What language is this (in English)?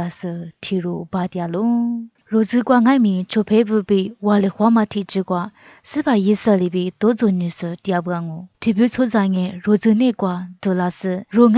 Lisu